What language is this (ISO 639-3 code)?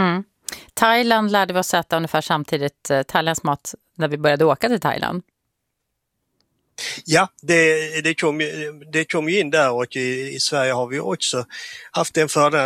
swe